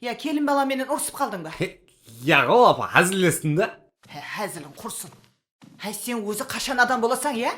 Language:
Kara-Kalpak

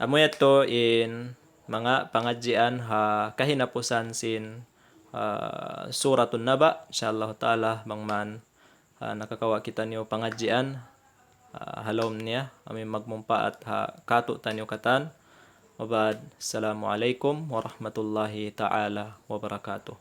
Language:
Tausug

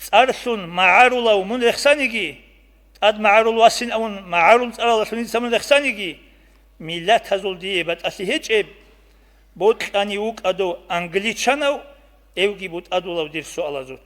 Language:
Avaric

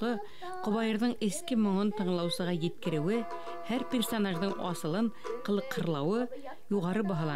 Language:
Bashkir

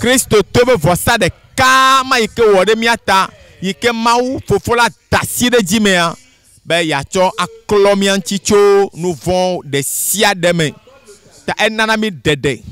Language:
Ewe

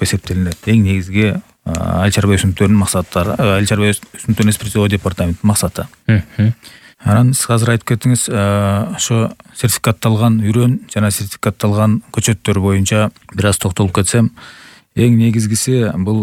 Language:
Kyrgyz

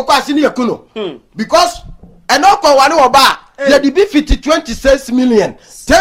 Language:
Akan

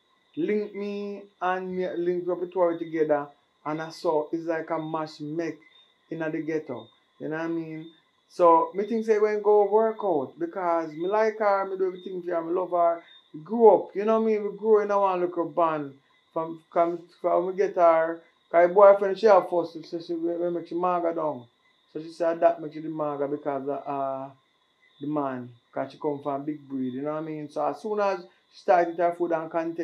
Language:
Jamaican Creole English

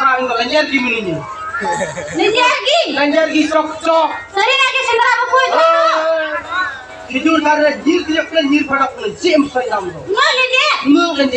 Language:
Santali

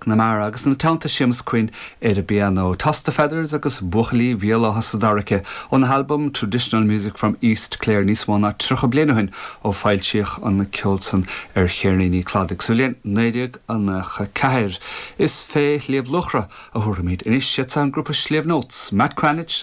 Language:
Irish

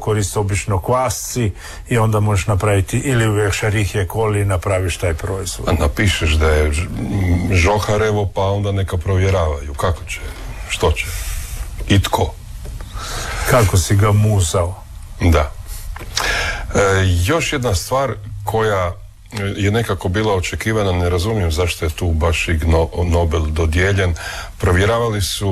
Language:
Croatian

